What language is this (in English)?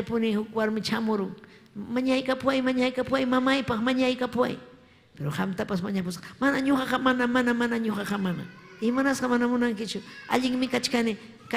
Ayacucho Quechua